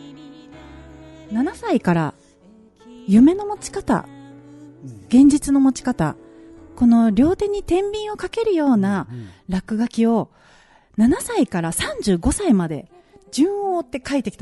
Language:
Japanese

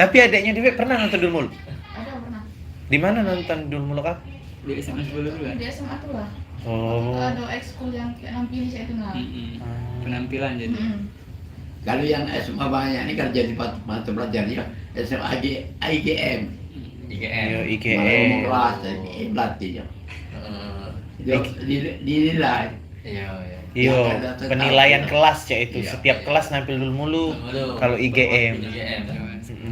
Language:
Musi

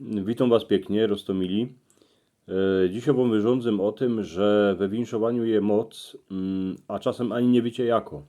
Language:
Silesian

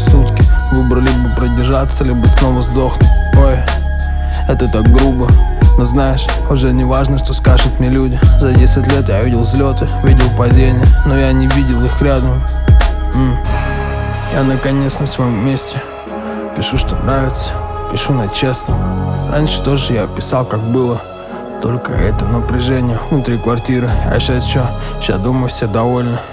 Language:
Russian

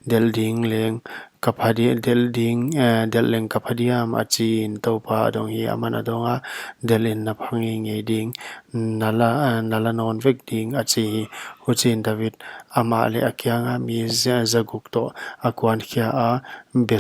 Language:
Paite Chin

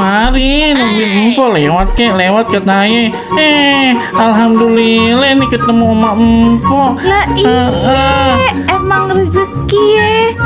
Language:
Betawi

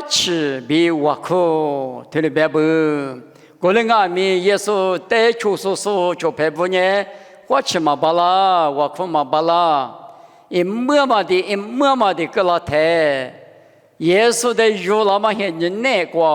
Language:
Lisu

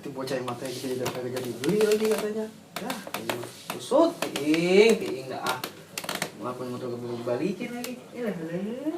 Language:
Betawi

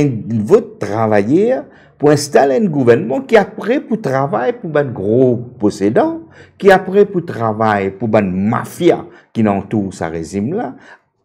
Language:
Morisyen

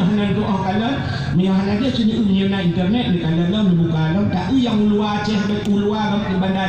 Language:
Achinese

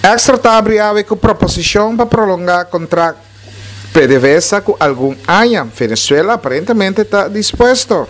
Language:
Papiamento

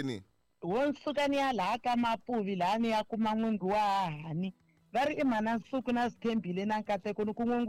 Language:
Tsonga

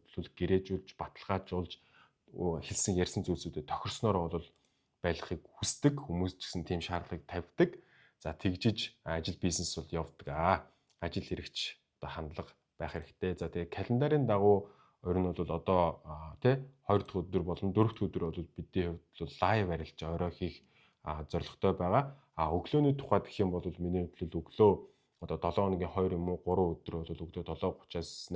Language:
Mongolian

